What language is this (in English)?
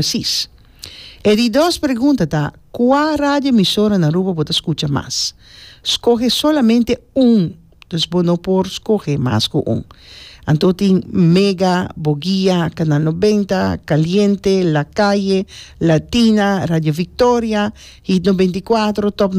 Papiamento